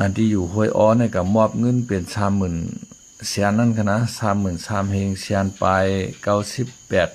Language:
Shan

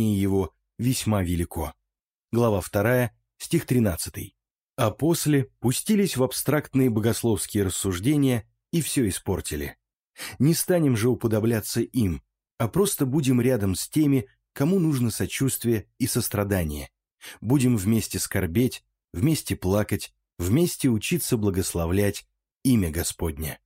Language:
Russian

